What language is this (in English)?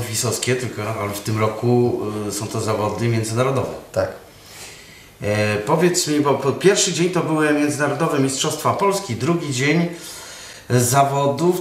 Polish